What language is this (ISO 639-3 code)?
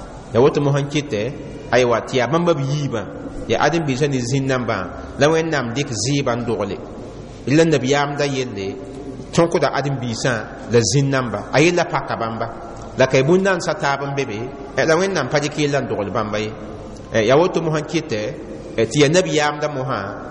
mos